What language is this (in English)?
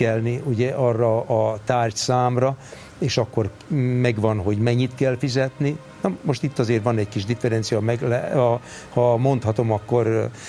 Hungarian